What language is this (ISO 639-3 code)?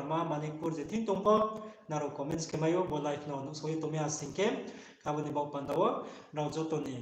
ria